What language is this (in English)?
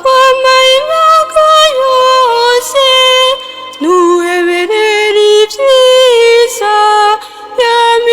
Rundi